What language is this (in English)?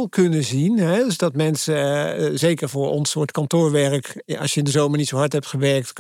Dutch